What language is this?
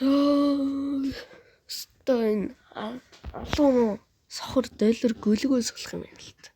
Mongolian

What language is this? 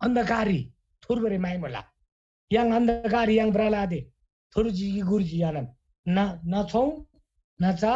Eastern Tamang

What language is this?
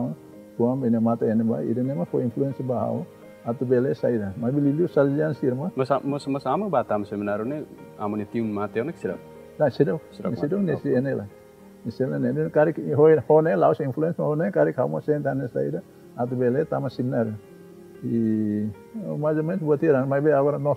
Tetum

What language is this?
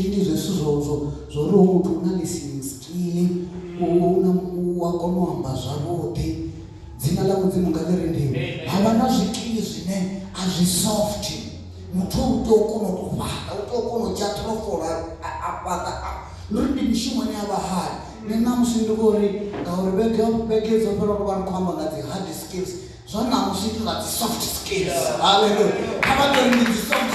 Venda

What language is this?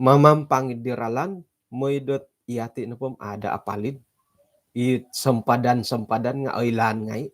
Central Dusun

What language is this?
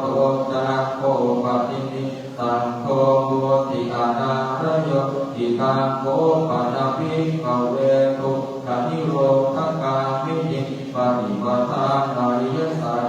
Pali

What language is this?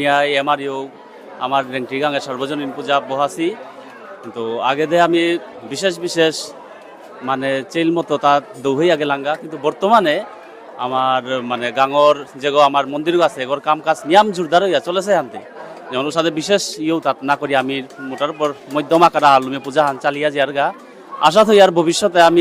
Bishnupriya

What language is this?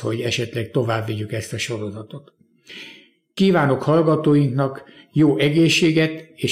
Hungarian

